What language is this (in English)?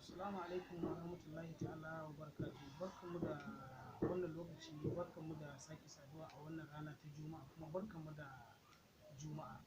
Hausa